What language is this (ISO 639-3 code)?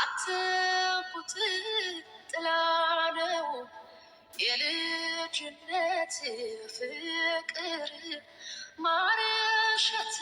amh